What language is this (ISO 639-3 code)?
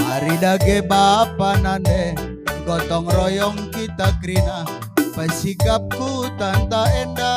btx